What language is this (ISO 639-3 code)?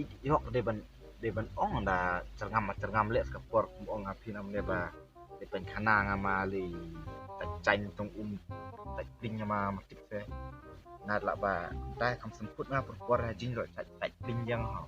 kha